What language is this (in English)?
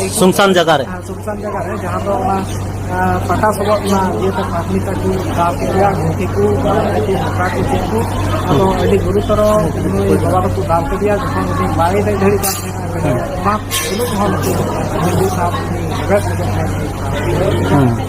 Santali